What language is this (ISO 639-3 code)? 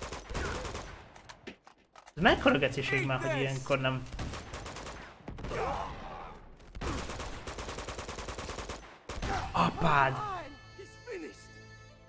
hun